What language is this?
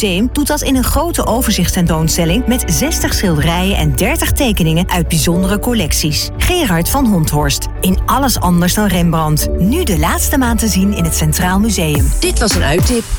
Dutch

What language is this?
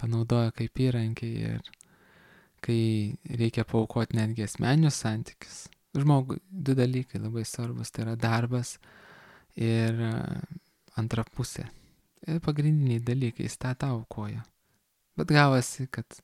Lithuanian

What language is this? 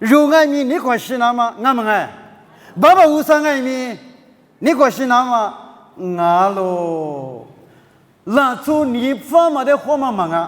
Lisu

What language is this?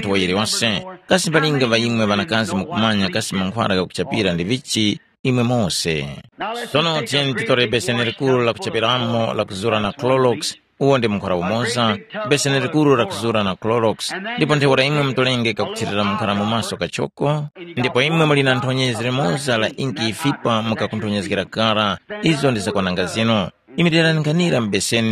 Tumbuka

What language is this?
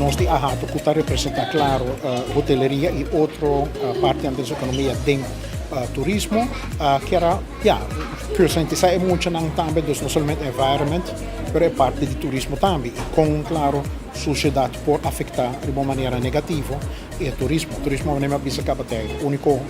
Papiamento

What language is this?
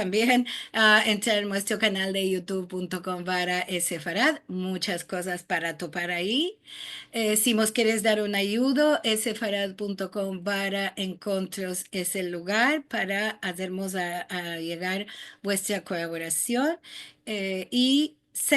Ladino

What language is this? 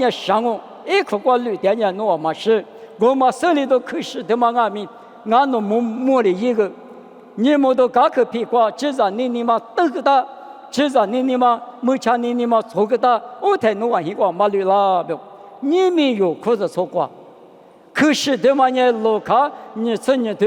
Lisu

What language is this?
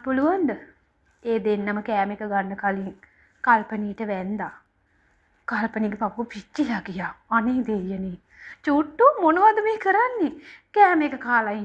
Sinhala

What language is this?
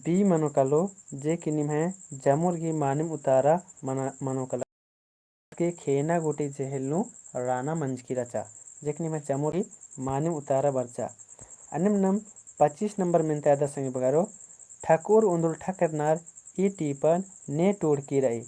Kurukh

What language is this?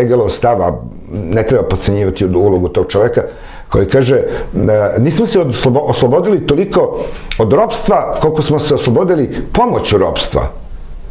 Serbian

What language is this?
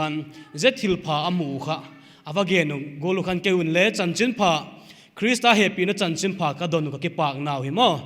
Paite Chin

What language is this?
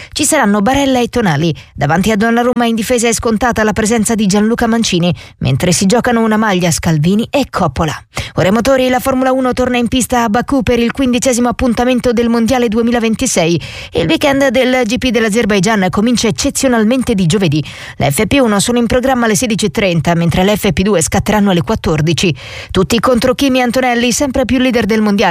Italian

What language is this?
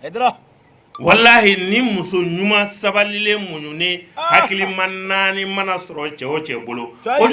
Bambara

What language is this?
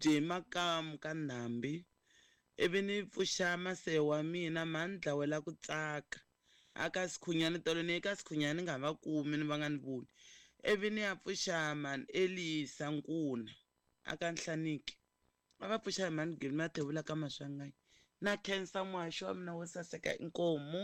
Tsonga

